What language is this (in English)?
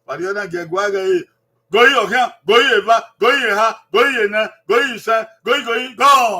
Bini